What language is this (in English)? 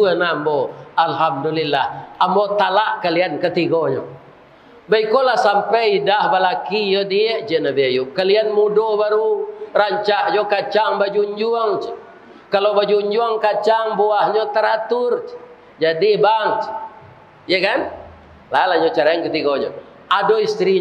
Minangkabau